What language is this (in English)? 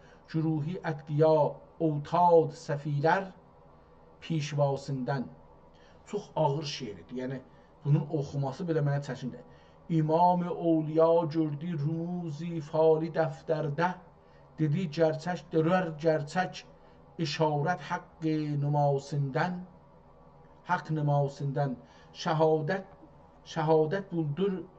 South Azerbaijani